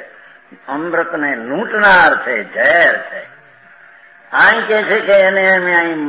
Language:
Gujarati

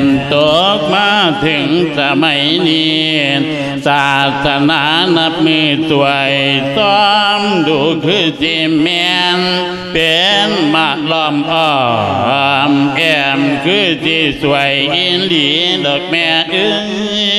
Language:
Lao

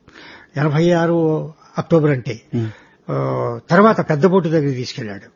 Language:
Telugu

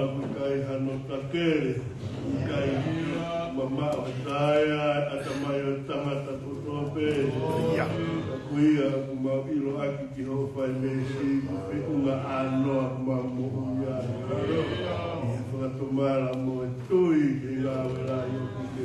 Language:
Tongan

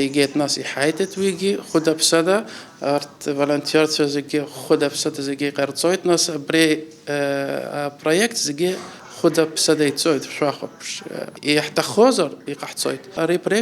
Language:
Abkhazian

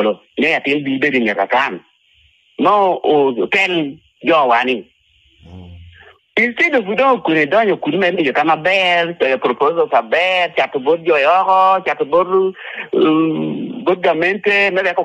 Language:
Lango (Uganda)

